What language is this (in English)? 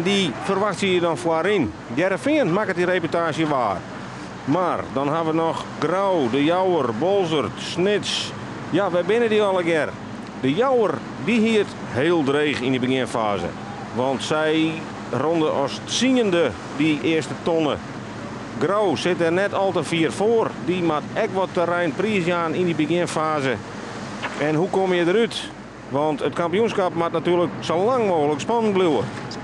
Western Frisian